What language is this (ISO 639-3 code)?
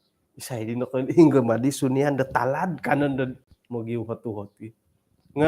dtp